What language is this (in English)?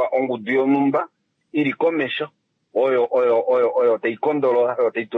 Kuanyama